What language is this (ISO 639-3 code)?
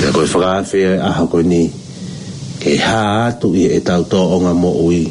ton